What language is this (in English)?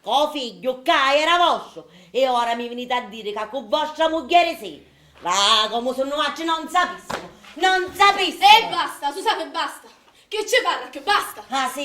Sicilian